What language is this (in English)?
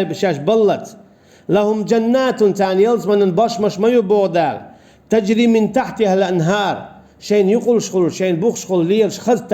Chechen